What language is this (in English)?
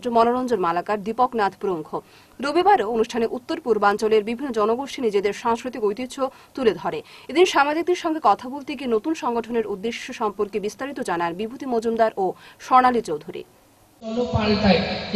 Bangla